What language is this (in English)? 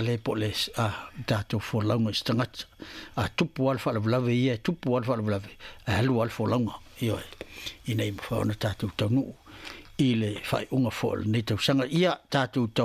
Samoan